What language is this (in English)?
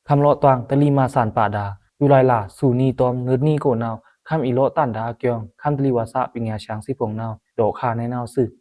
Pa'o Karen